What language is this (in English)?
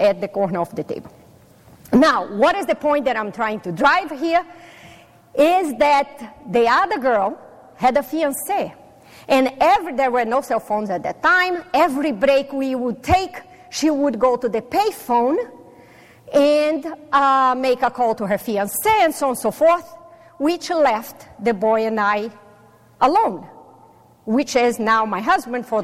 English